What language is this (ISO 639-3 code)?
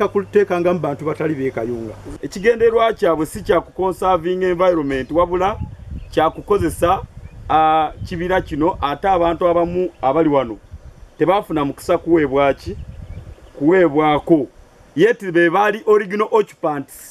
lug